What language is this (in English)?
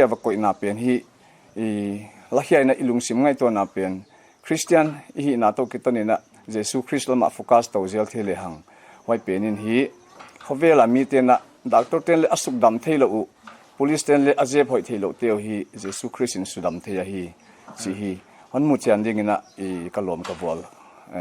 Paite Chin